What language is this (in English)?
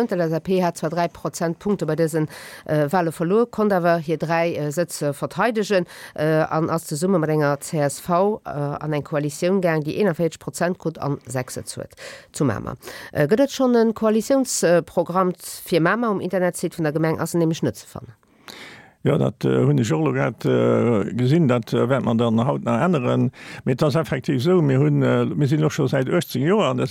Luxembourgish